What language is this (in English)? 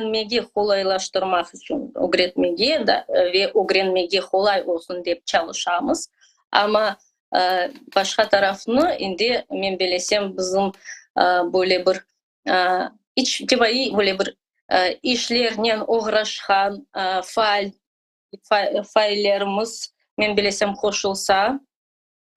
Crimean Tatar